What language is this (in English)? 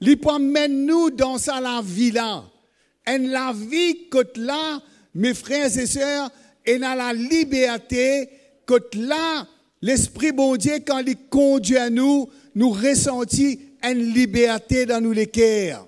Morisyen